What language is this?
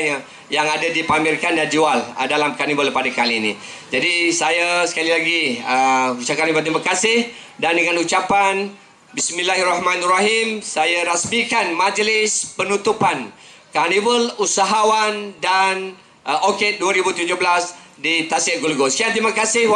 Malay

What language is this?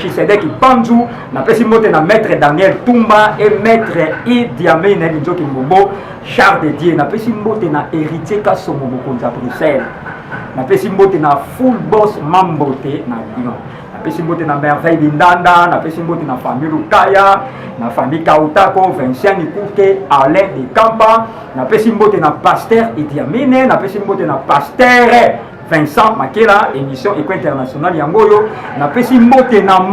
Lingala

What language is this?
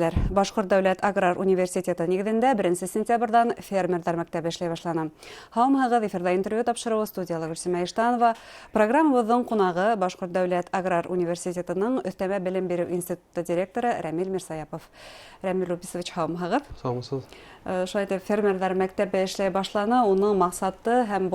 Bashkir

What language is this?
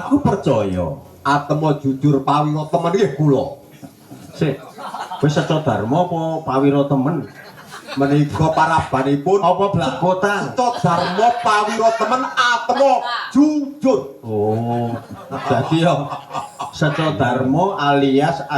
Javanese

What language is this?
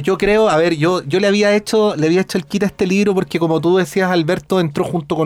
Spanish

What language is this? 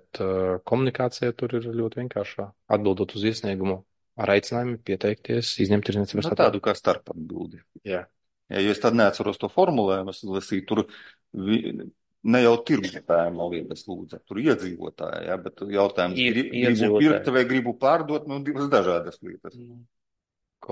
Latvian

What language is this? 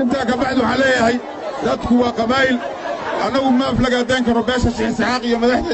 Somali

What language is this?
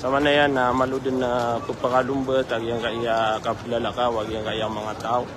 Maranao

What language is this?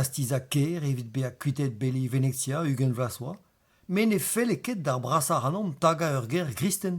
Breton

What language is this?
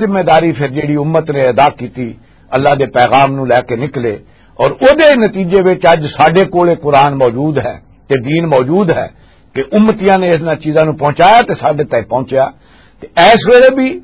Western Panjabi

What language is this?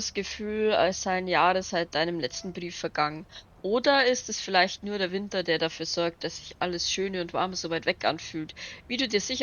Bavarian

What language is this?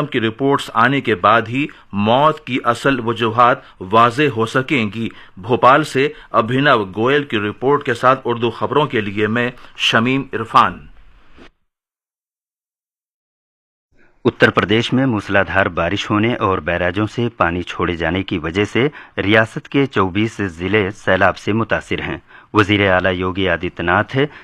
Urdu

